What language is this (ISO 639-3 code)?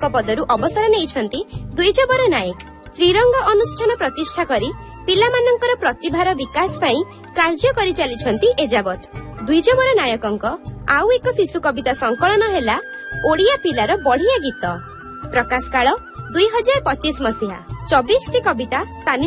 ori